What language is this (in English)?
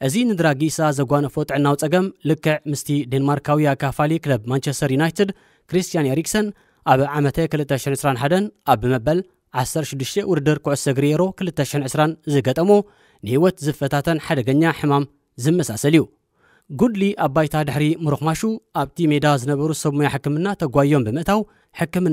Tigrinya